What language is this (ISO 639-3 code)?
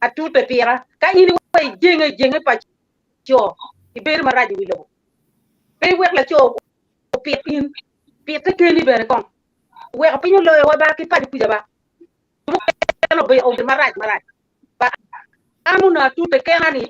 ach